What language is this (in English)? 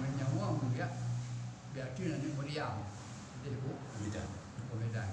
Achinese